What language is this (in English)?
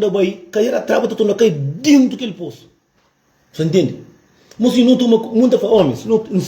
Kabuverdianu